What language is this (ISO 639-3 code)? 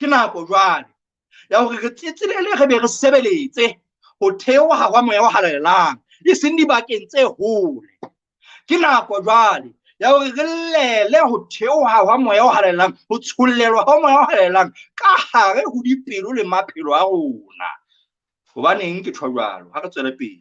sot